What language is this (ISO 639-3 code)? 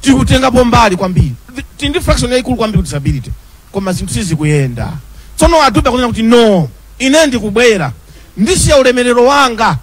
nya